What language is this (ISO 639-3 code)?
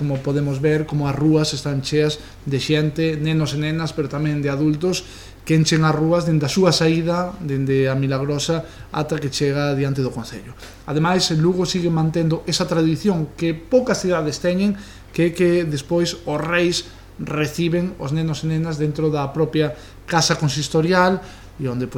glg